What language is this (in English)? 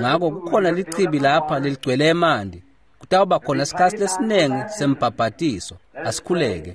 Swati